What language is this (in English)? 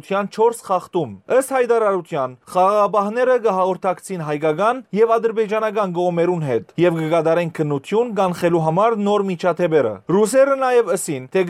Western Armenian